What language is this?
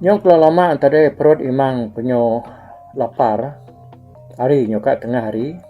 Iban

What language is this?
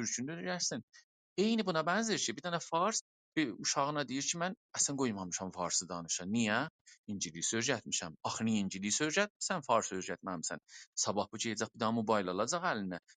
South Azerbaijani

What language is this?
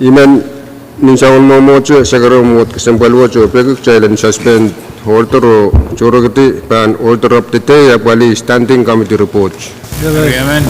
Pohnpeian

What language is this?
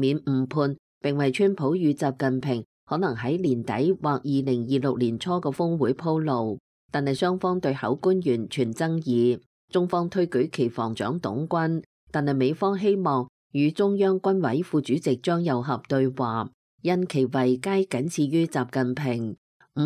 Cantonese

